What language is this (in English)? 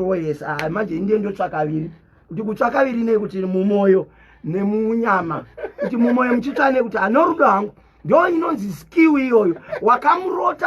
Shona